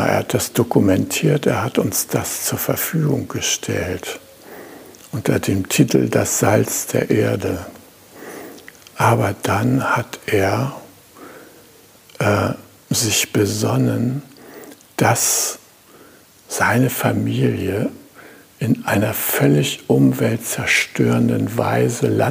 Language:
German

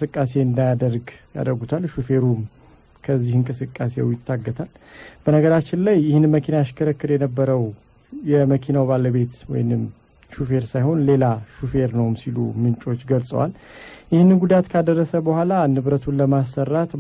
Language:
Amharic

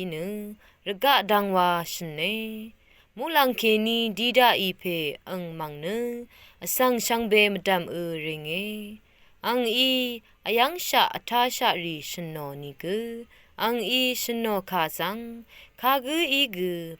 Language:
Rawang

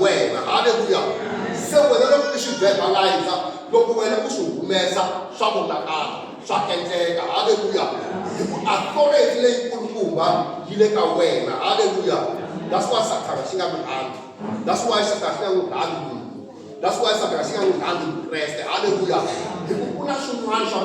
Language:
Tsonga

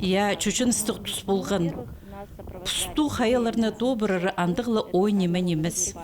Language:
Khakas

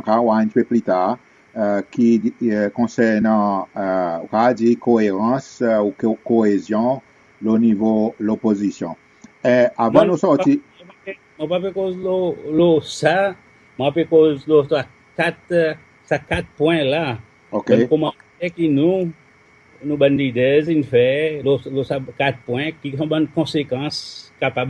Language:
Seselwa Creole French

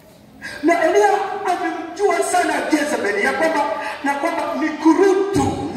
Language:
Swahili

